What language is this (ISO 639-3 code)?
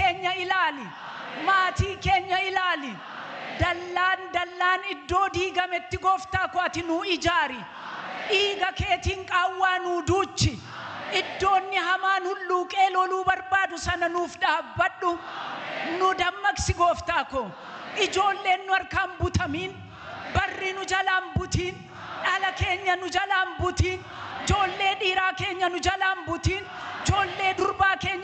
orm